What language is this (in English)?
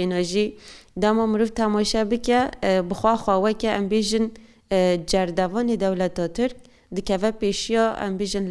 Kurdish